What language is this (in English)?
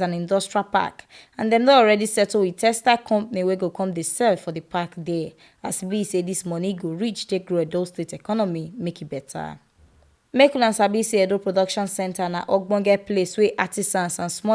Nigerian Pidgin